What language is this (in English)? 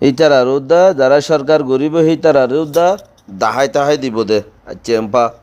Rohingya